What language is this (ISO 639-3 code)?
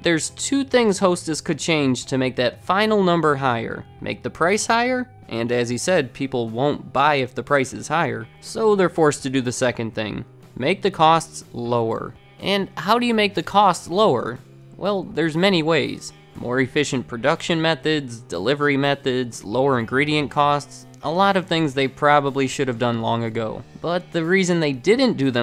eng